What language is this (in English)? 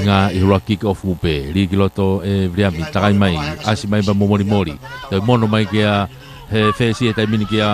Tongan